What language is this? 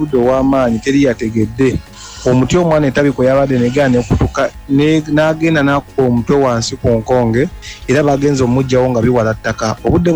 Ganda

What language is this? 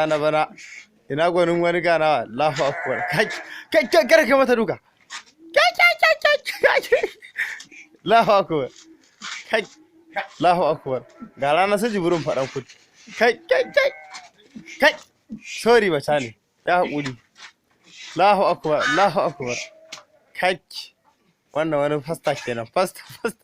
Hausa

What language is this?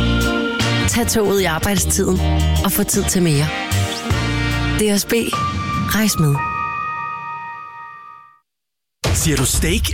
Danish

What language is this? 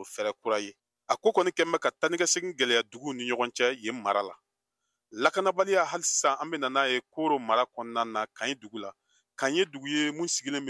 Bambara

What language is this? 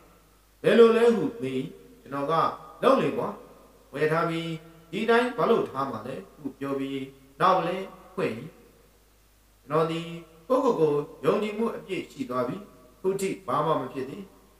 Burmese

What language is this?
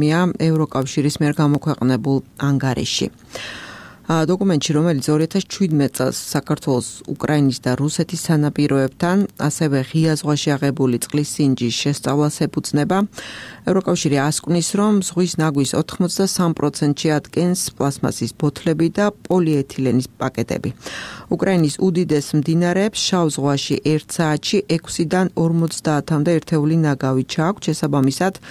Georgian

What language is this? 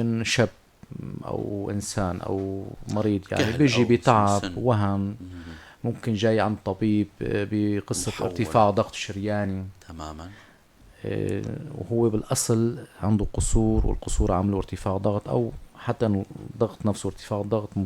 North Levantine Arabic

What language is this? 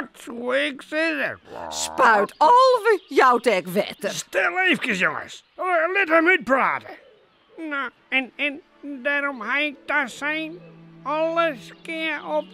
Western Frisian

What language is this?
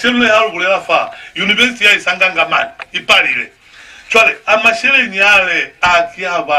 Lozi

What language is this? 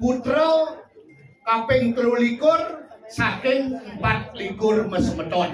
Balinese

